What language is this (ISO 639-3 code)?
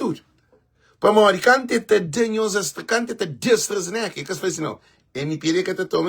kea